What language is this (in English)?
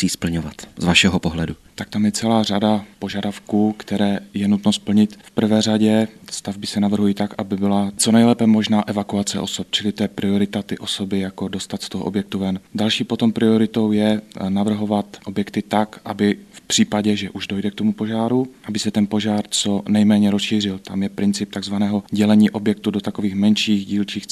Czech